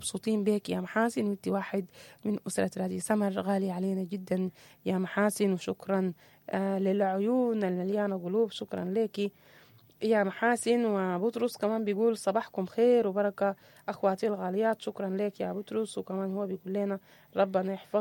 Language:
Sudanese Arabic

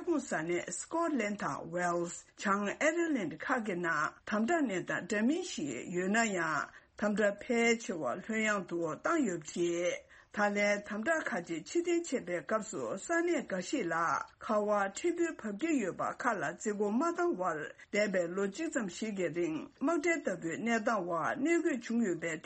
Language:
Tibetan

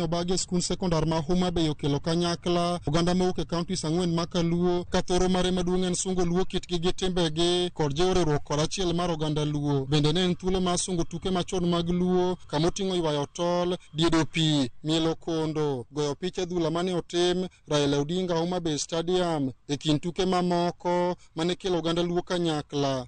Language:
Luo (Kenya and Tanzania)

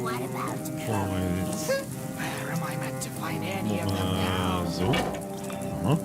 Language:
Bavarian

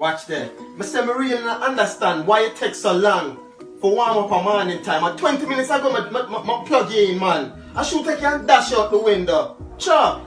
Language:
Jamaican Creole English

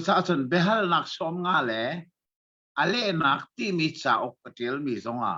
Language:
Hakha Chin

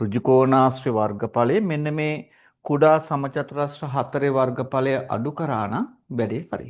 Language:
Sinhala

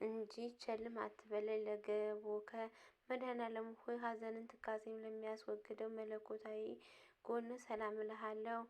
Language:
Amharic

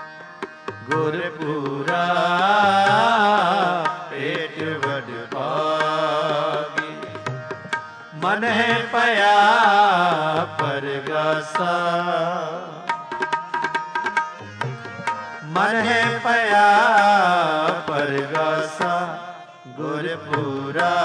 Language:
Punjabi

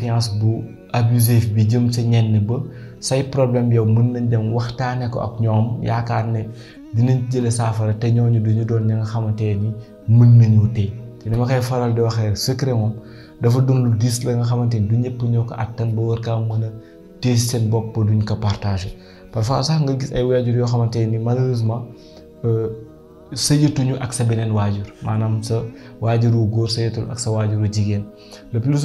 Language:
Wolof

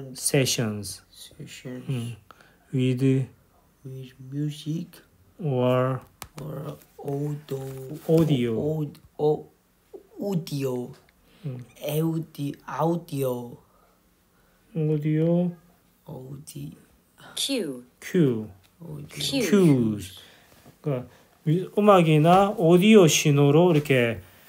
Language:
Korean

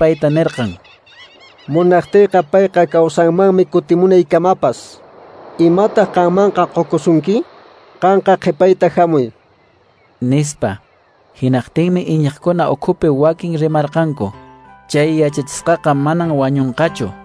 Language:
Quechua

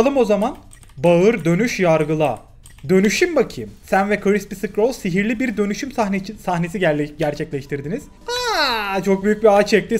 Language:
Turkish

